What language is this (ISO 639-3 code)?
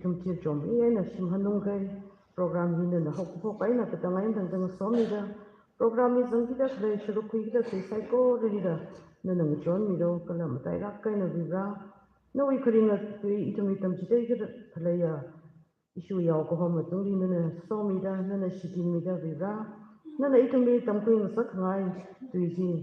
nmf